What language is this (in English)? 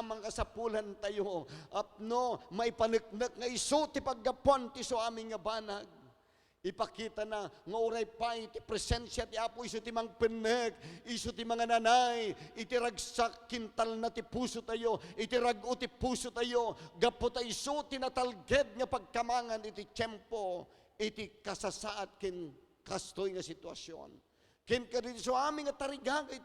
Iloko